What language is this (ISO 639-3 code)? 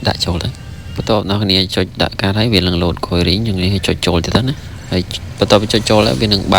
khm